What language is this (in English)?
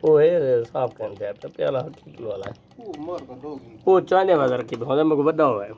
Saraiki